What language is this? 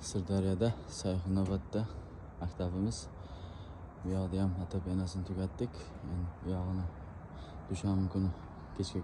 Uzbek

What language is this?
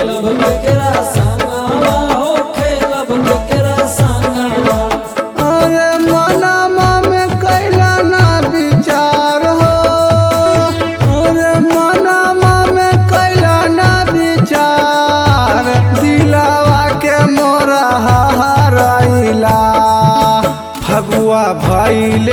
Bhojpuri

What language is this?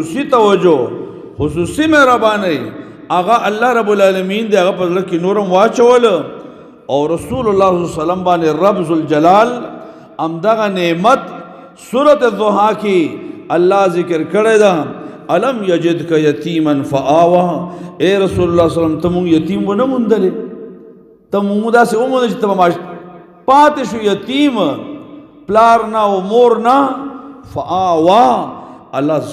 Pashto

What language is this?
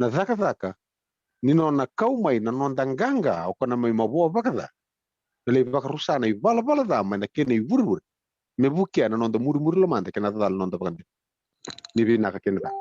Fijian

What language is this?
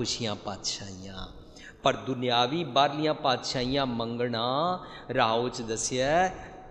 Punjabi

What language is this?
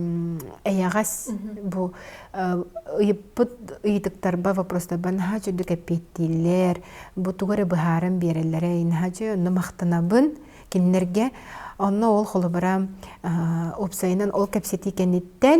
Yakut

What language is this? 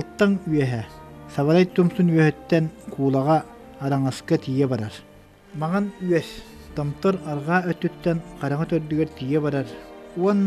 Yakut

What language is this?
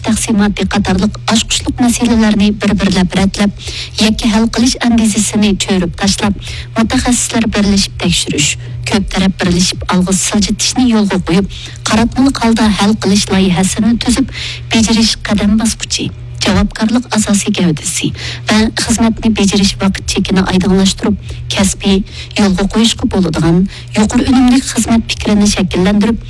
Uyghur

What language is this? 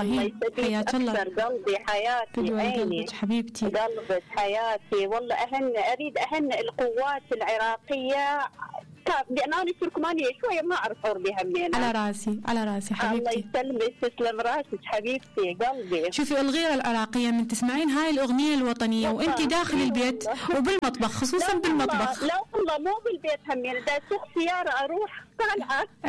Mesopotamian Arabic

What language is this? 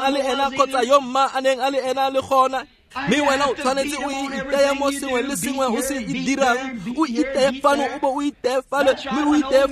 Tswana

